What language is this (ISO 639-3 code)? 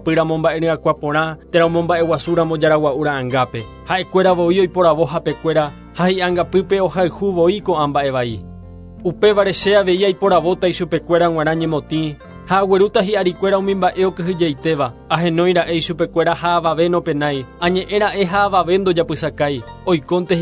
grn